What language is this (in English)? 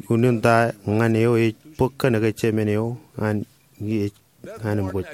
Marshallese